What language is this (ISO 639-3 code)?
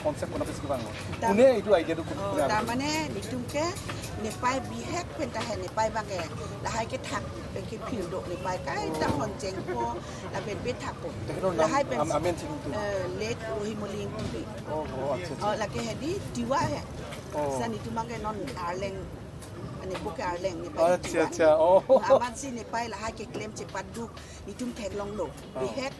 mjw